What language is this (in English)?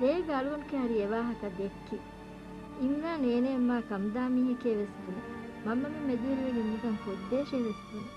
Divehi